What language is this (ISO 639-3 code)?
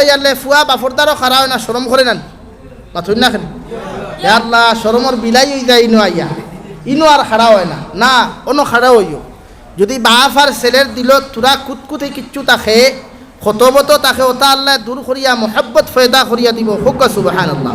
syl